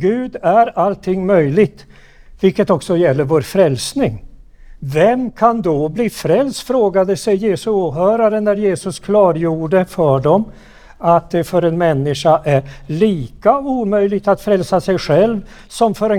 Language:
Swedish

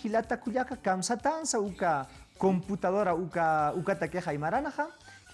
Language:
Aymara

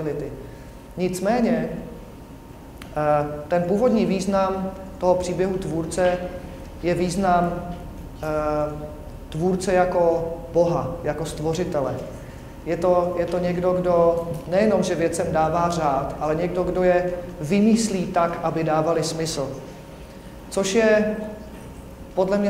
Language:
Czech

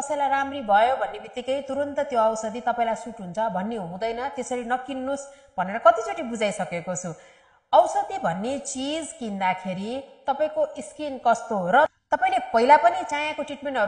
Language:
Nepali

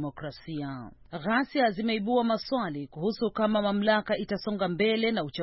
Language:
Swahili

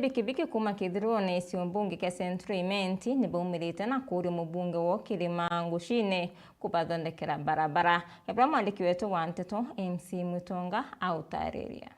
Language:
Meru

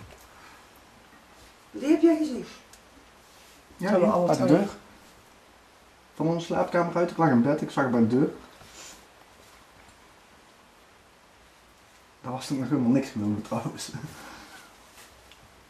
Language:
Dutch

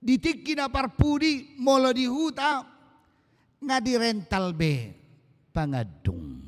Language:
Batak Toba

